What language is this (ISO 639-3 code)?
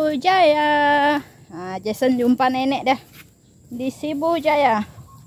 msa